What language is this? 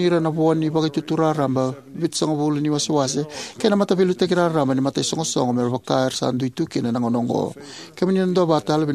Fijian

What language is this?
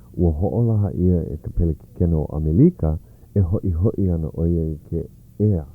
Hawaiian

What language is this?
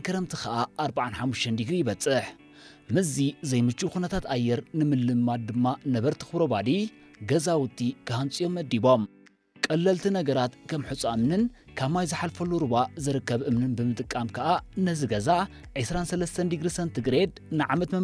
Tigrinya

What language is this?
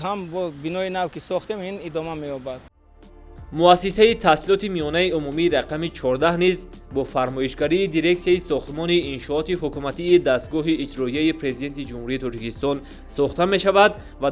Tajik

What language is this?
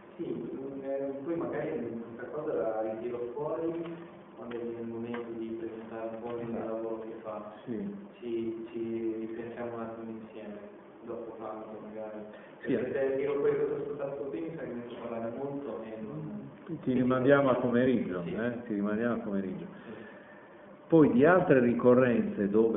Italian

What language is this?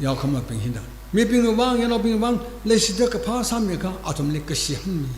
Tangkhul Naga (India)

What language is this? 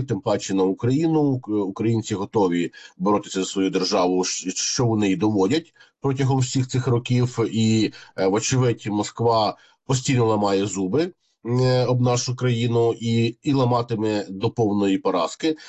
Ukrainian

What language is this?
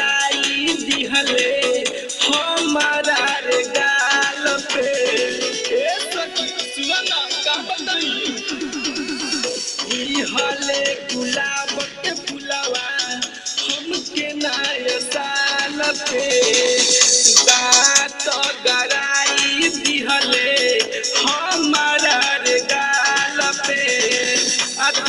Bhojpuri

